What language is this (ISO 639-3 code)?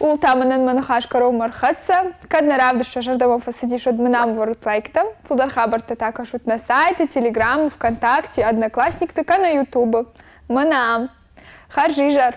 oss